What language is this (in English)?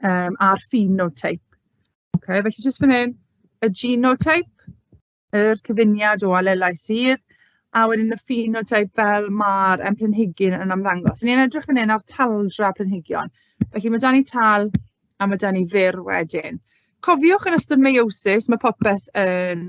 Welsh